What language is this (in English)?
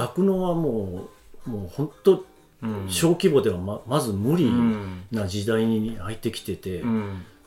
Japanese